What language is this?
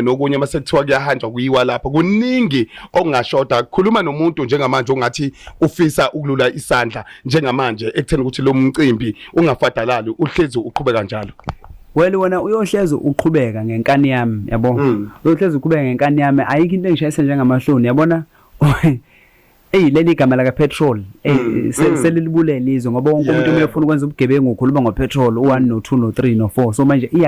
Zulu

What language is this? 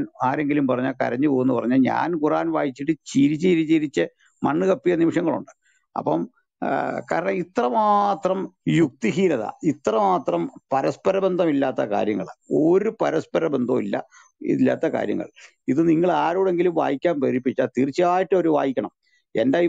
Malayalam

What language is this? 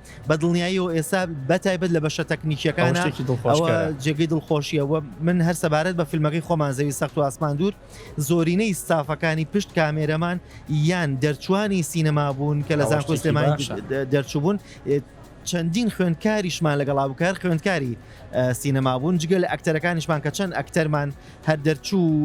Central Kurdish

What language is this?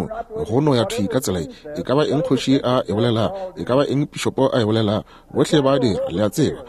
Northern Sotho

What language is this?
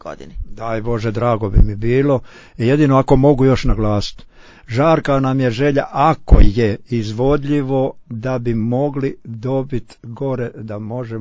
Croatian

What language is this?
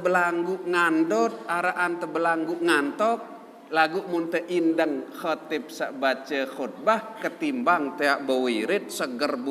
Sasak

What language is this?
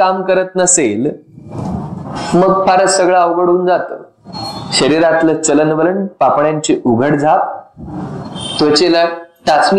Marathi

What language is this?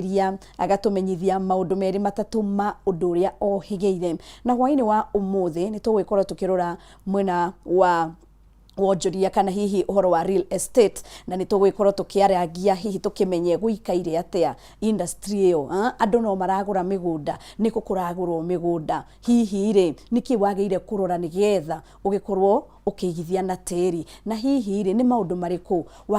Kikuyu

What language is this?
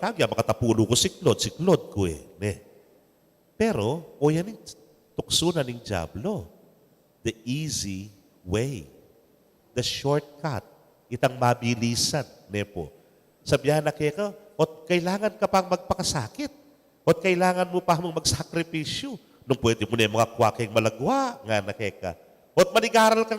Pampanga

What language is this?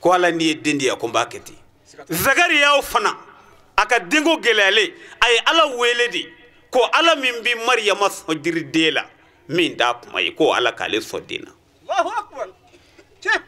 Bambara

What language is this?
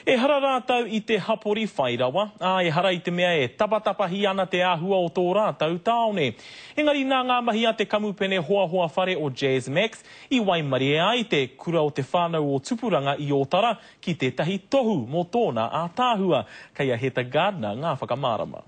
Māori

